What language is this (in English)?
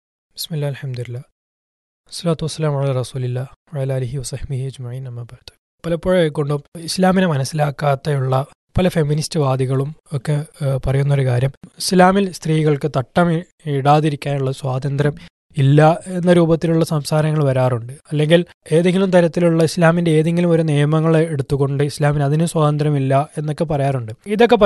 Malayalam